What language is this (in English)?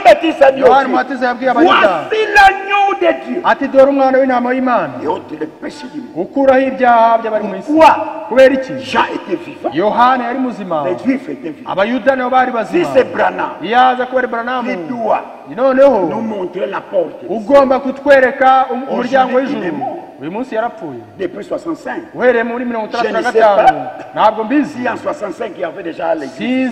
Kinyarwanda